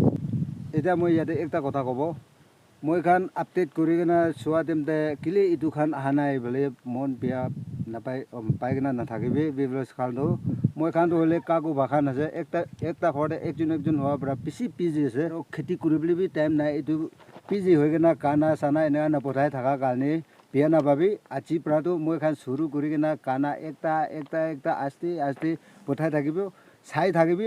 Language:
Naga Pidgin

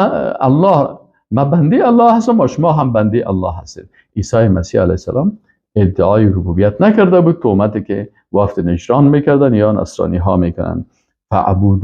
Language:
Persian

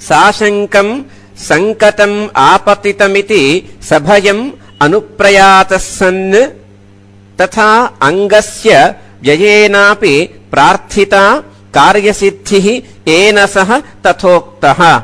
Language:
Sanskrit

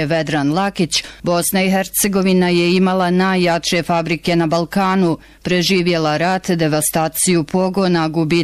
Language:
Bosnian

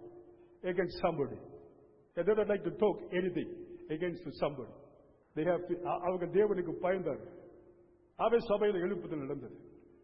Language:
Tamil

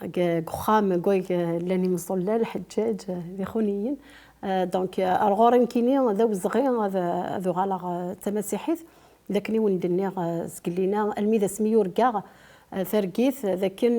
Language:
Kabyle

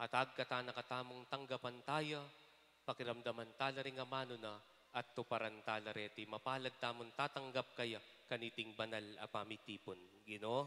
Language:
Pampanga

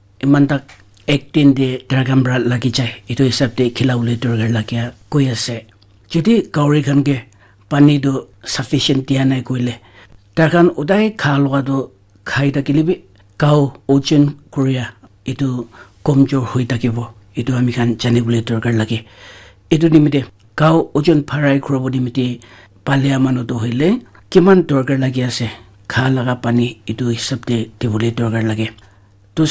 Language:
Naga Pidgin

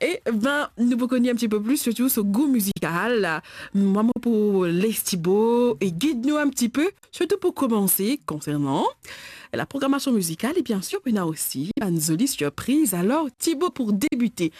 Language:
Morisyen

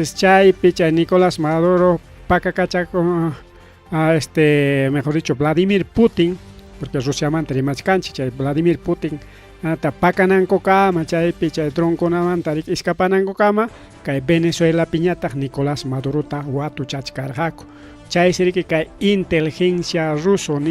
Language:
Ayacucho Quechua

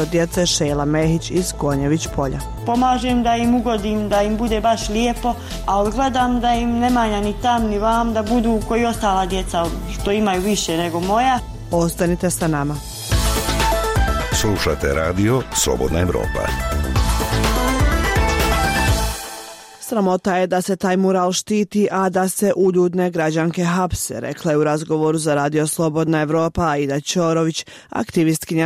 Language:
Bosnian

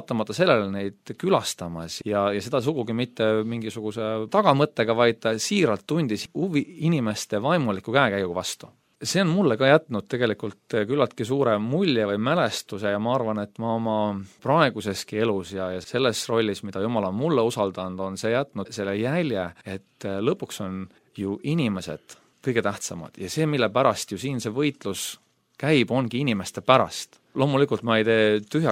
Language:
Estonian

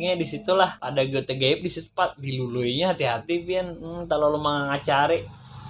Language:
Banjar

